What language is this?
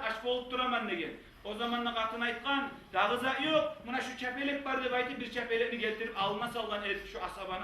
Kumyk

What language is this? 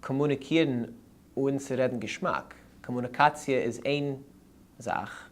Yiddish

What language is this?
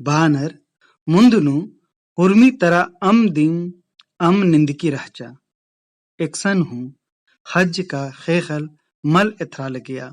Kurukh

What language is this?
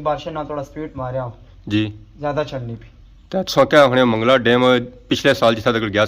Pahari-Potwari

